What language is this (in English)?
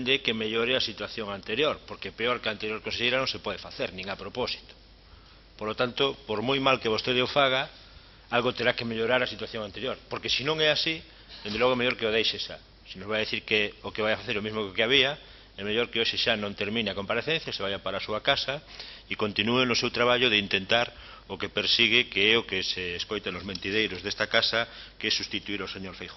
Galician